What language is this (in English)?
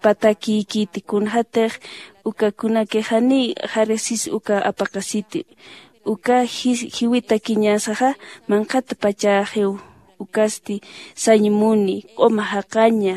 Aymara